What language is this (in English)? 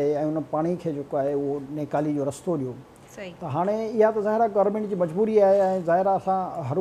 Sindhi